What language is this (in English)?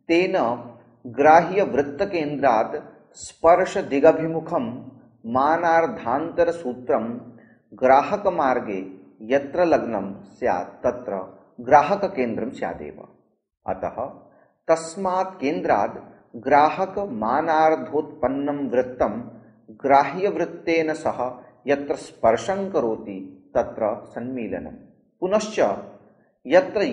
Sanskrit